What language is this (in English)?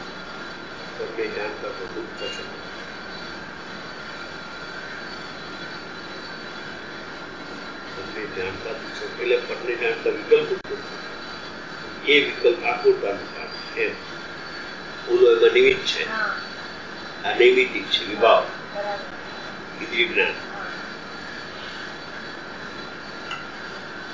Gujarati